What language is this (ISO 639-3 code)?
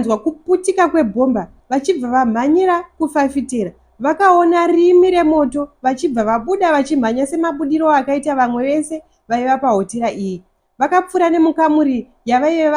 sna